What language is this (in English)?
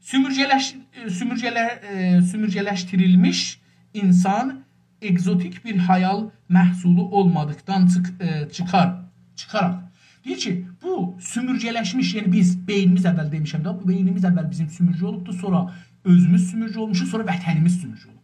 South Azerbaijani